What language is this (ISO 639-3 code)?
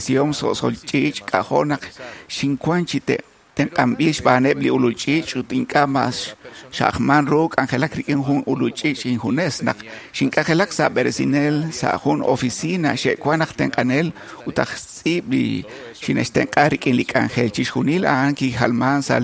kek